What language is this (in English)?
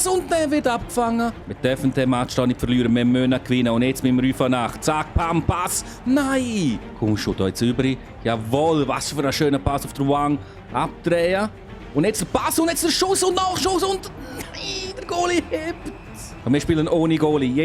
Swiss German